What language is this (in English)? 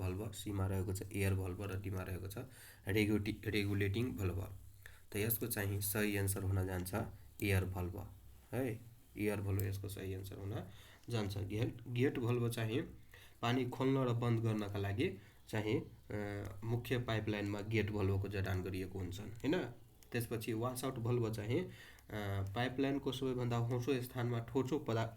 Nepali